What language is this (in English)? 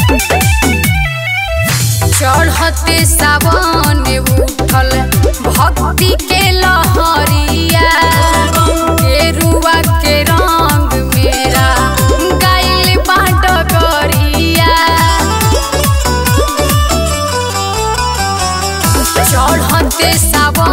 Bhojpuri